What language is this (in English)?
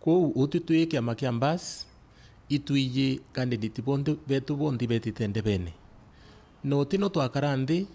Meru